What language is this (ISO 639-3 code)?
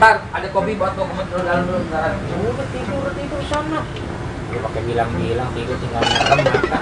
bew